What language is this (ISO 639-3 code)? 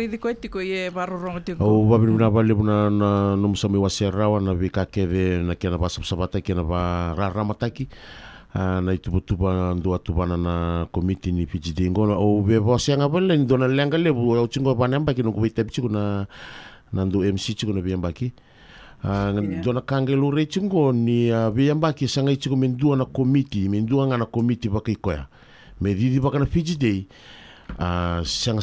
fij